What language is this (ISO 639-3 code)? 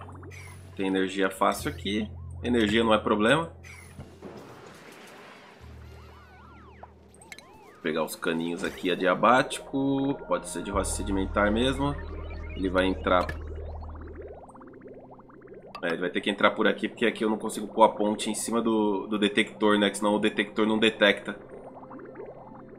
por